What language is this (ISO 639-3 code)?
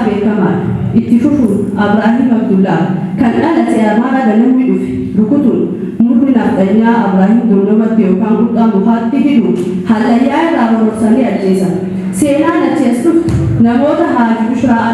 orm